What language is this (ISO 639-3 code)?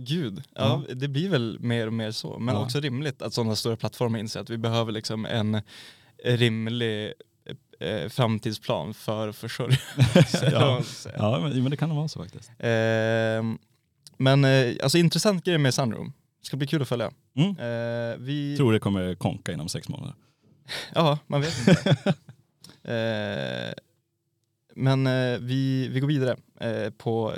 swe